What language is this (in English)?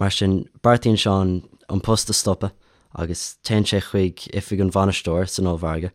Irish